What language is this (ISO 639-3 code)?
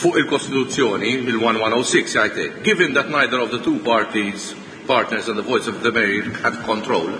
mlt